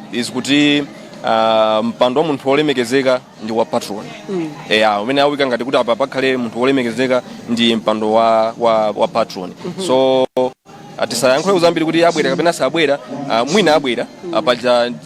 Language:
Nyanja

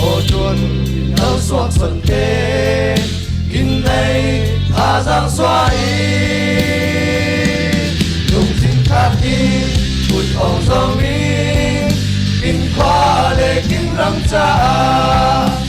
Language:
Falam Chin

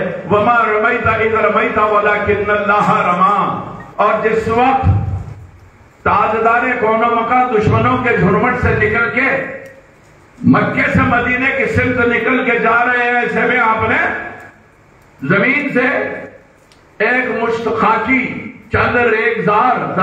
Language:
Urdu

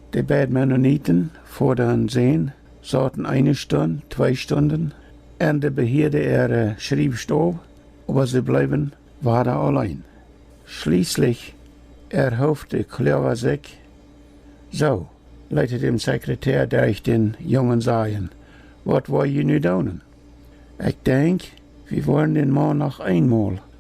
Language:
Plautdietsch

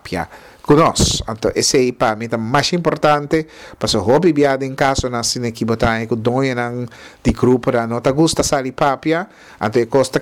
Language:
Papiamento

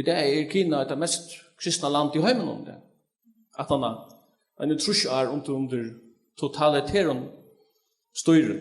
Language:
Faroese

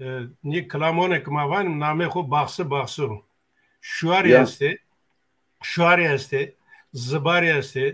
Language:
Zaza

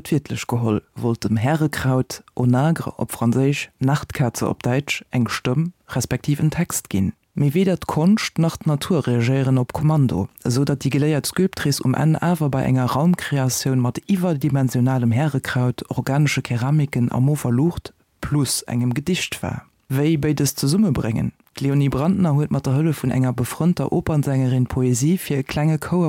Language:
Luxembourgish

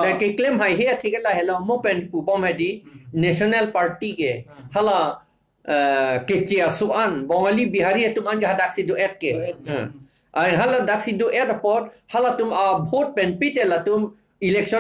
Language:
Karbi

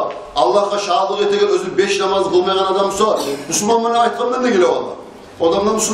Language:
Kumyk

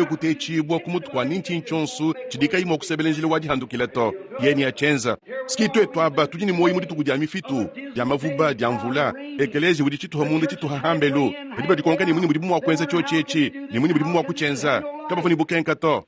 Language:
Luba-Lulua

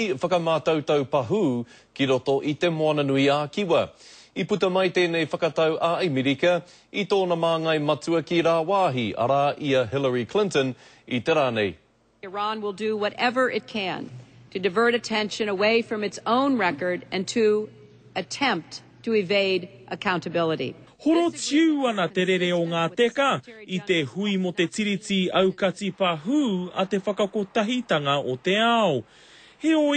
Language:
Māori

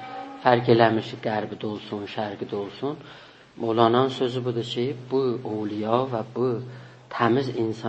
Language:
South Azerbaijani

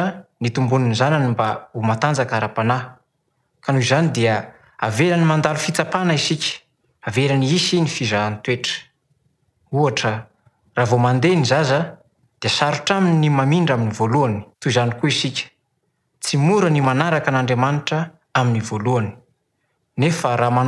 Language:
Malagasy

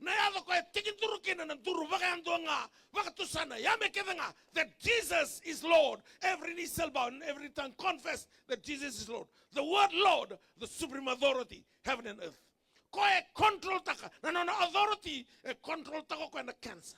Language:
Fijian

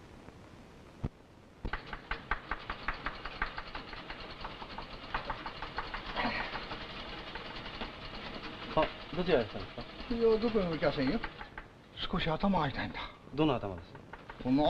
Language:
Japanese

